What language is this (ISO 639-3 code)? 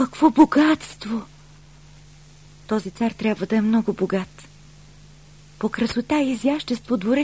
bul